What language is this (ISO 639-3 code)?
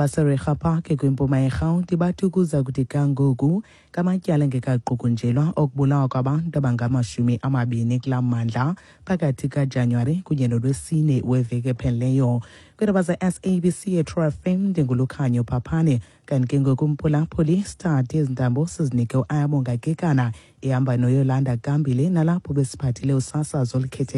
xho